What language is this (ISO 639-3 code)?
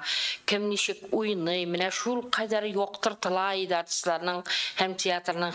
tat